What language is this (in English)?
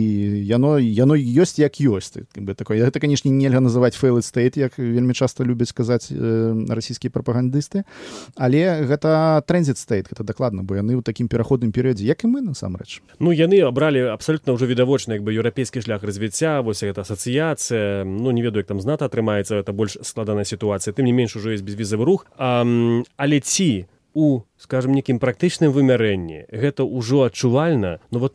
Belarusian